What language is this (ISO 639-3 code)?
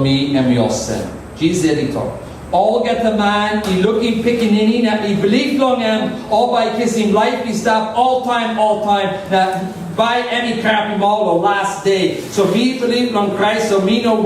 tpi